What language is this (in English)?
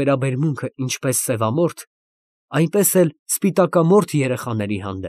Armenian